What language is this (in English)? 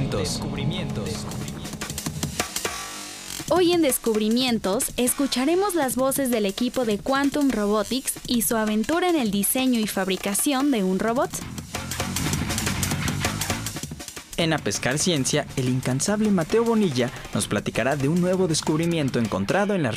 Spanish